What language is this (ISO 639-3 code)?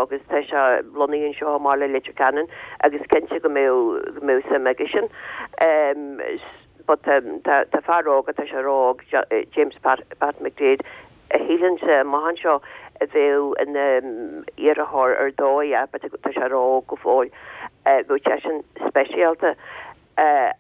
gle